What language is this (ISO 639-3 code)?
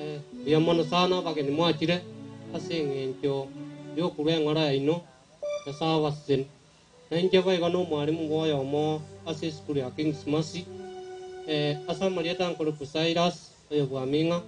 guz